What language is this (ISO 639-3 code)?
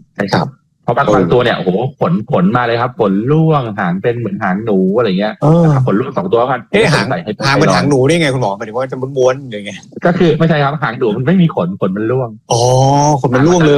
tha